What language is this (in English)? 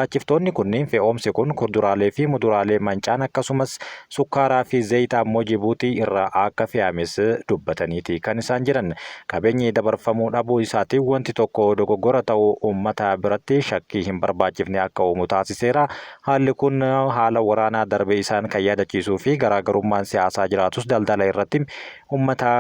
Oromo